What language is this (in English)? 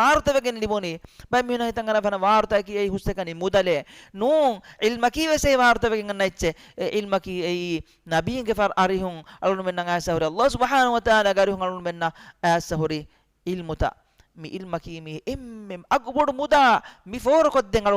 Divehi